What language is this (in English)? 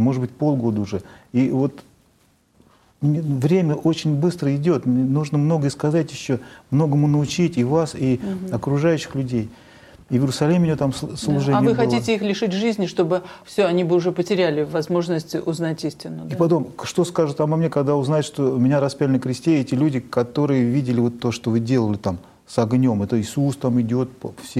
Russian